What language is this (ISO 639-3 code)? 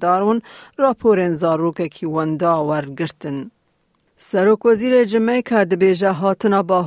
kur